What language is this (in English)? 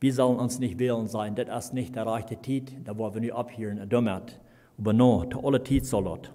Plautdietsch